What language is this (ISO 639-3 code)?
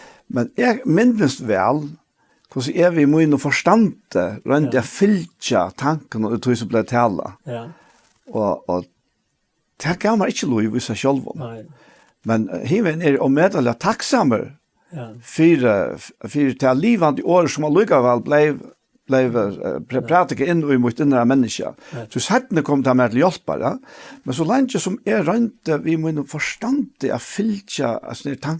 fao